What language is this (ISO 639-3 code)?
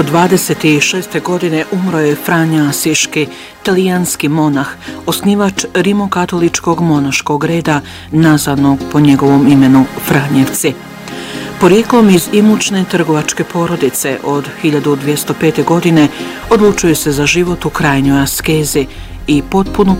bos